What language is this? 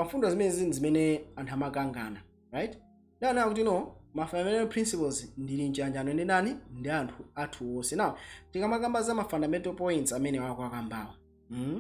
Nyanja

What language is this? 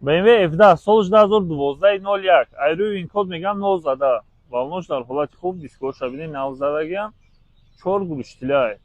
Tajik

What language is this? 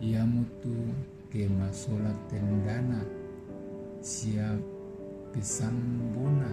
Toraja-Sa'dan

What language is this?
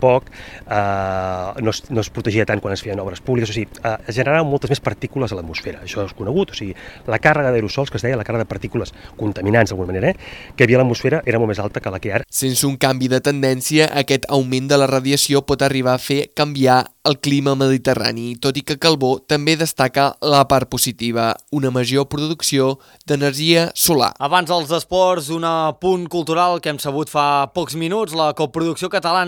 Catalan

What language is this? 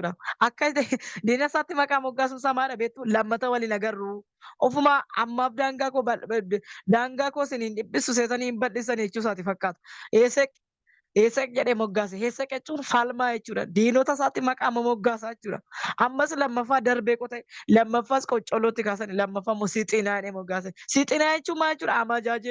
Oromo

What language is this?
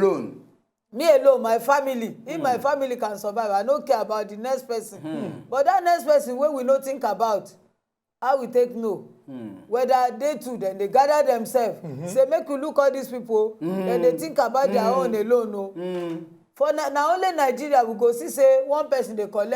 Nigerian Pidgin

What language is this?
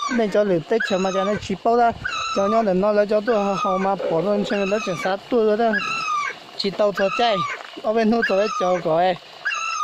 Hmong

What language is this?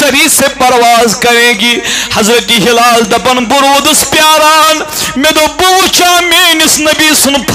Kashmiri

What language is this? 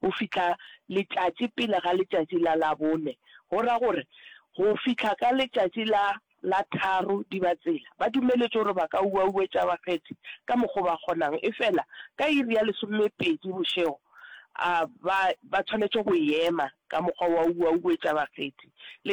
Northern Sotho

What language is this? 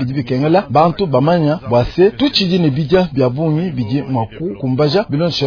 Luba-Lulua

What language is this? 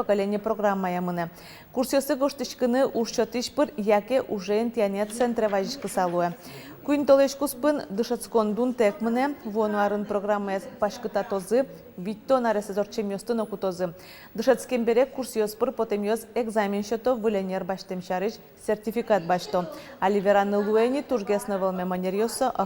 Udmurt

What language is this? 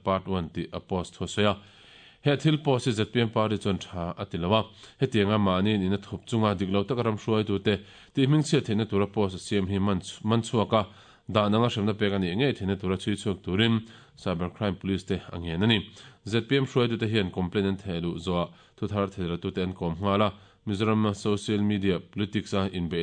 Mizo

